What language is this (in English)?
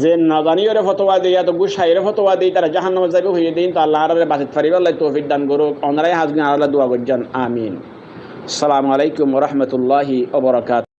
Rohingya